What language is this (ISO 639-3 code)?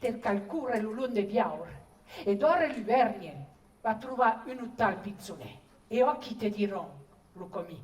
oci